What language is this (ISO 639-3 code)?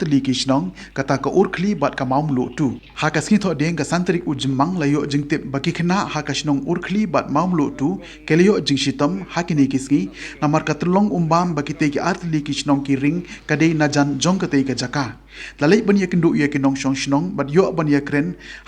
kha